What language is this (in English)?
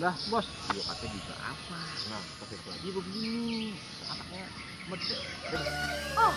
Betawi